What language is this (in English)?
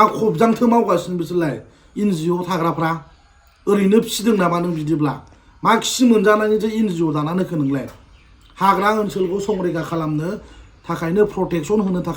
Bodo